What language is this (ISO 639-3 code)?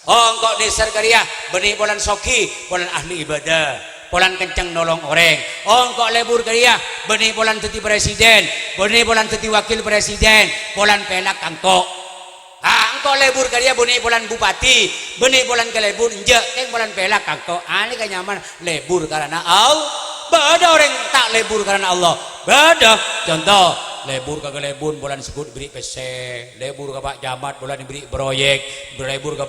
mad